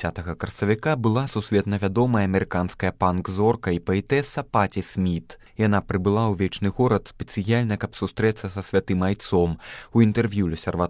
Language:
Belarusian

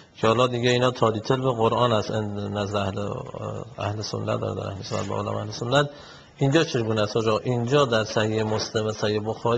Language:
Persian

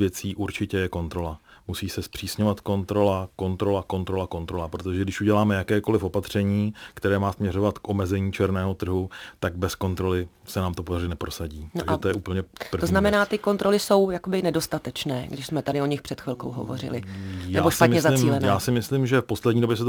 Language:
Czech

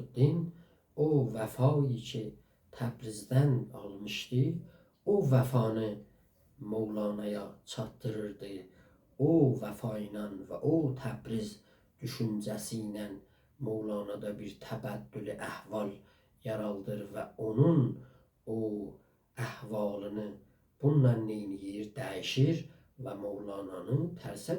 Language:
South Azerbaijani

